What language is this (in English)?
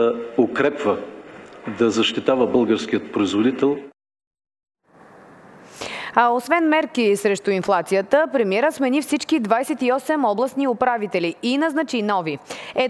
Bulgarian